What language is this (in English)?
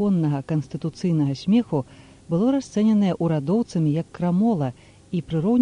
Belarusian